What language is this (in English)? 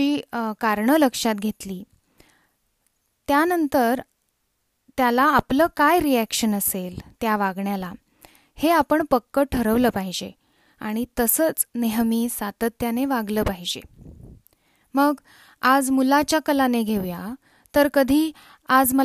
Marathi